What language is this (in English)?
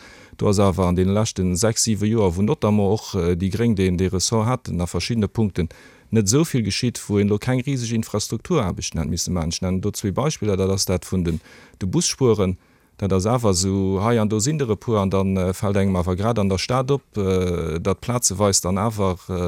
Luxembourgish